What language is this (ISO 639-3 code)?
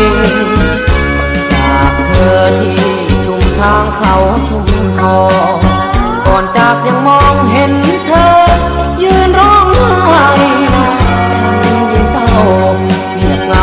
tha